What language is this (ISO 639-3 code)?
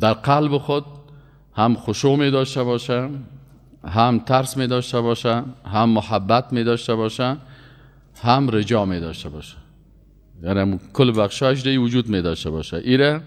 fas